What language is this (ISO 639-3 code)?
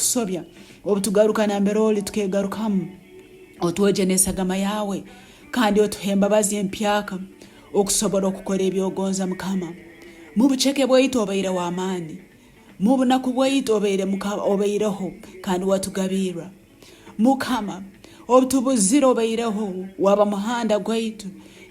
nyn